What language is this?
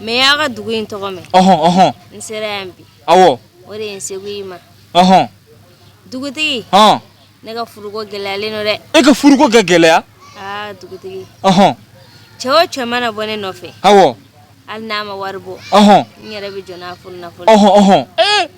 Bambara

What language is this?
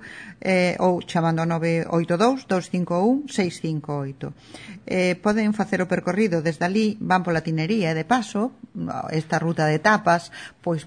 Galician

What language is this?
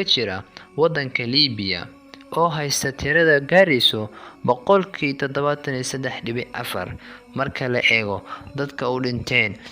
Somali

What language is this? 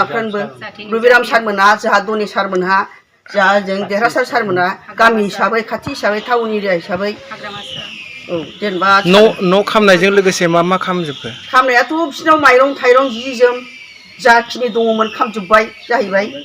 Bodo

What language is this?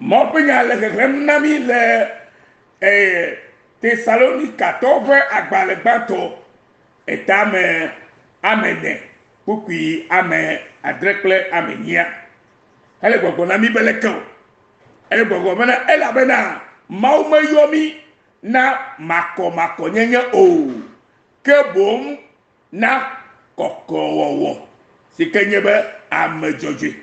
Ewe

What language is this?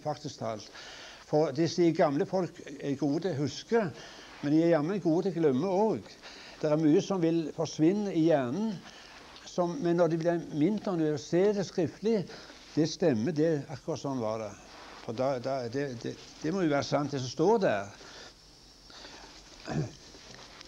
Norwegian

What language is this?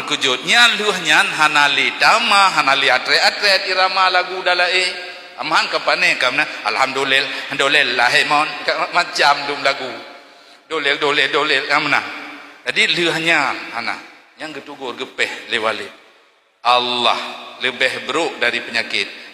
Achinese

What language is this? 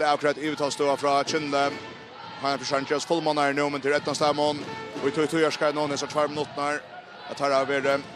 Faroese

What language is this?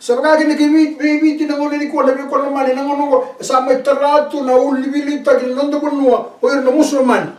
Fijian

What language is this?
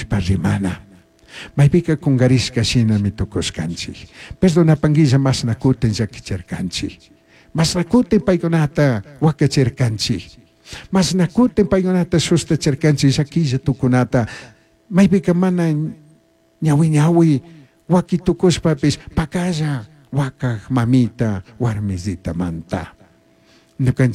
Chimborazo Highland Quichua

